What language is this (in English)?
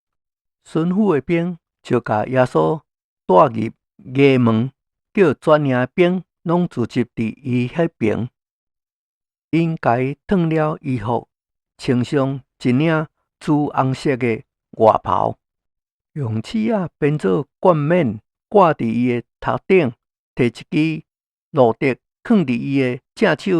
Min Nan Chinese